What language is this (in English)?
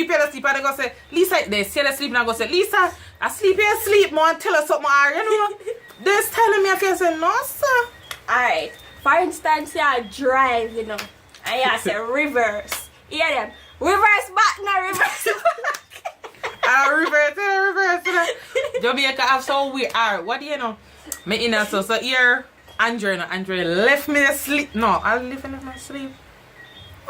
Jamaican Creole English